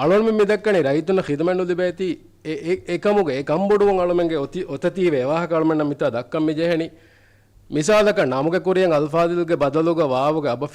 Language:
Divehi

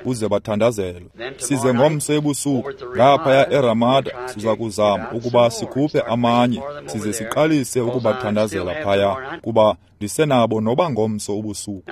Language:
Xhosa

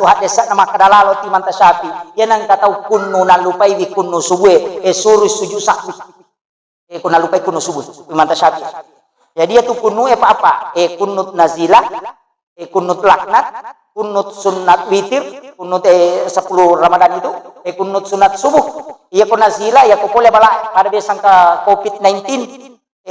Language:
Buginese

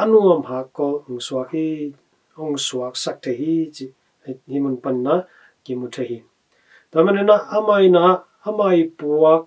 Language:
Tedim Chin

